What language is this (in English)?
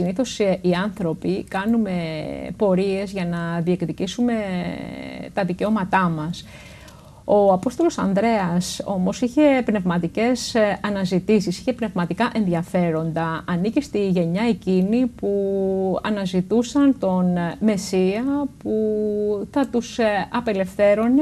Greek